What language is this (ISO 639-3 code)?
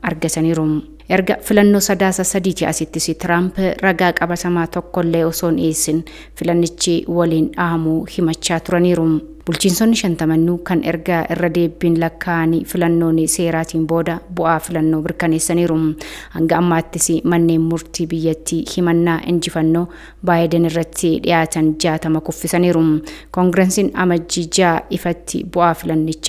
orm